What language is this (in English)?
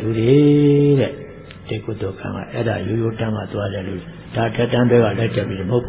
Burmese